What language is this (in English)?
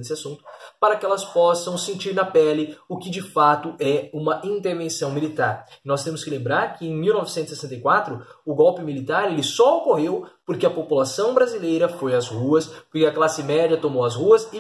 Portuguese